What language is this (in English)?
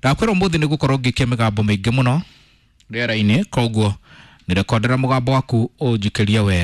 Kikuyu